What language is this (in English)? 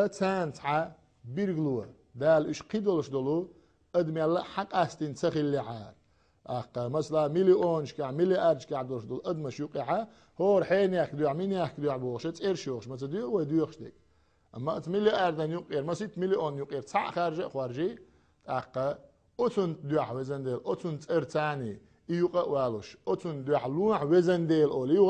Chechen